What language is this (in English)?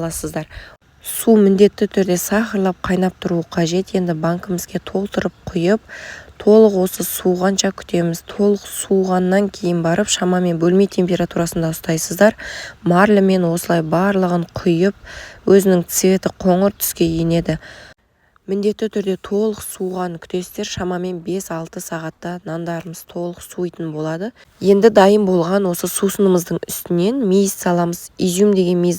Kazakh